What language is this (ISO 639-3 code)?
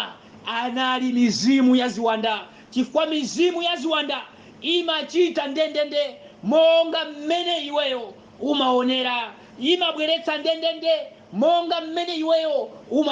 nya